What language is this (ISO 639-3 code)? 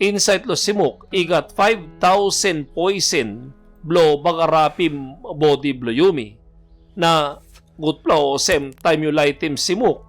tpi